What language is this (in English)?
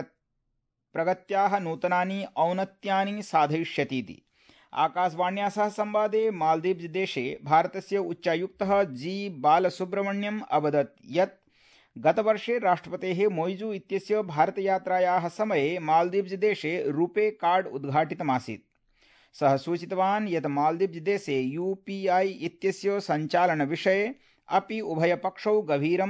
Sanskrit